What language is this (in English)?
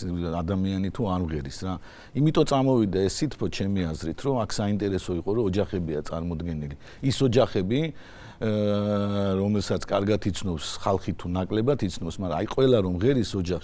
Georgian